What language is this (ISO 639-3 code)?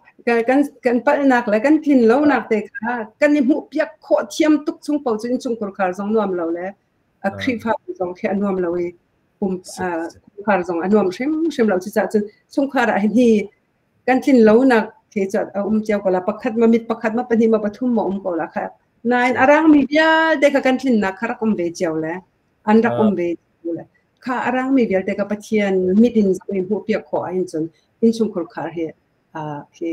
cnh